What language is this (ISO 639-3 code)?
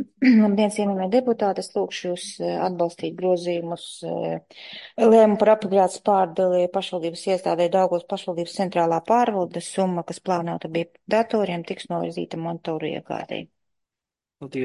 lav